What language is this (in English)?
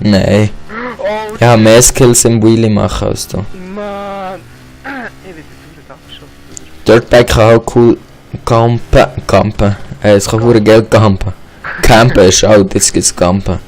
Swiss German